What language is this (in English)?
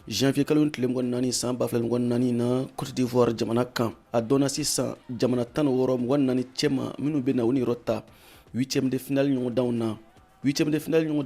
Bambara